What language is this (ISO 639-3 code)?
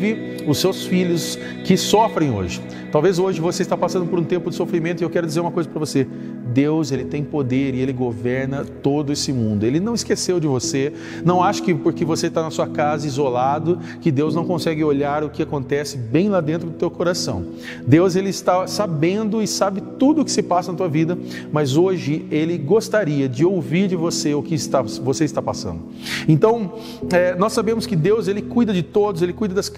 por